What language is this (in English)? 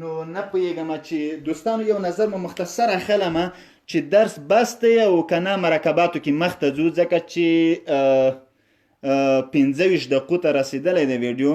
Pashto